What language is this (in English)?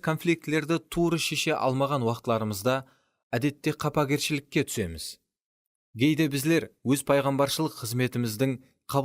Kara-Kalpak